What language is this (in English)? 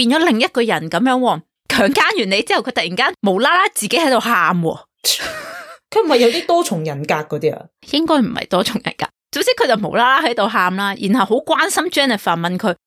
Cantonese